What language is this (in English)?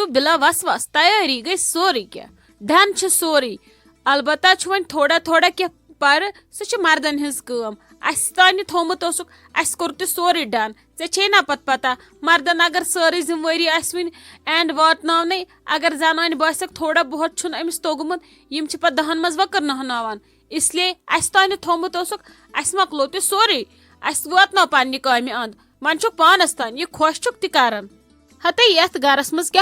Kashmiri